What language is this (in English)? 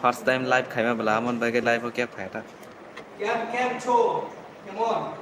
Kok Borok